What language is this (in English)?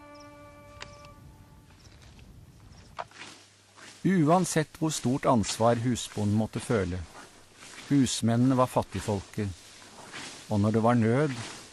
Norwegian